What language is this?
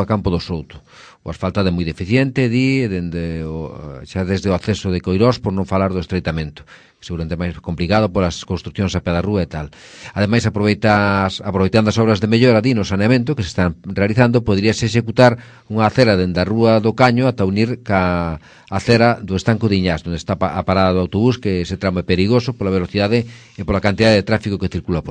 Galician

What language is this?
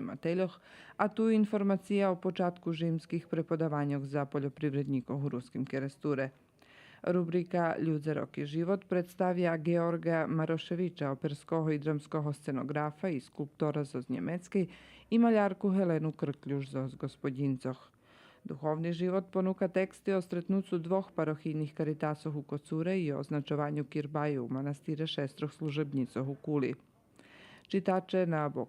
Rusyn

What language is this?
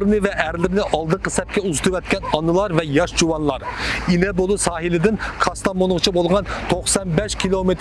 Uyghur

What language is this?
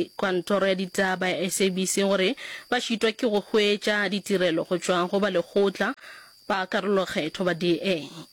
Northern Sotho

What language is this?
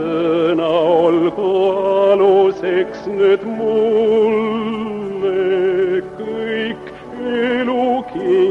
Estonian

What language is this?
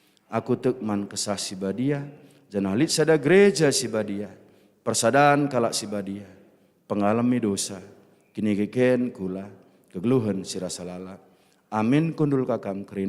Batak Karo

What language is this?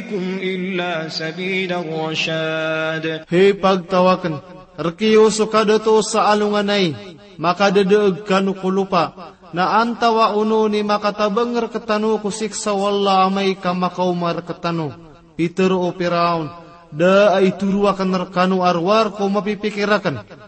Maranao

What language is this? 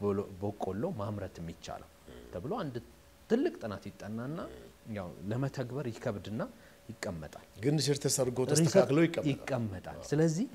Amharic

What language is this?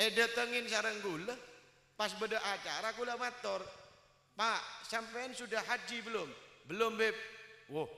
Madurese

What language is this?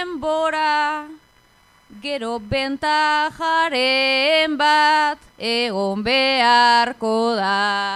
Basque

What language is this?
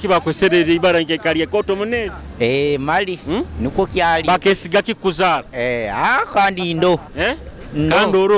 Nyoro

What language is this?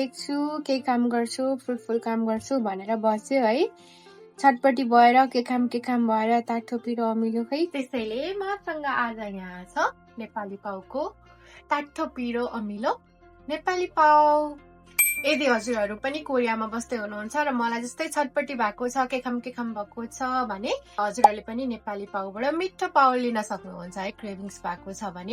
Nepali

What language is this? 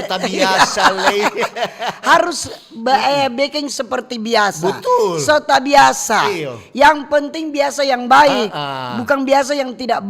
Manado Malay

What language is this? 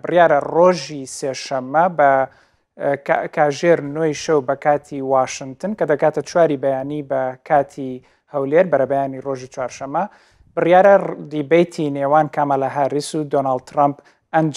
Central Kurdish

